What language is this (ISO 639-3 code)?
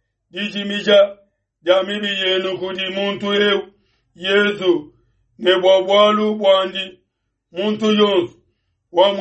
lua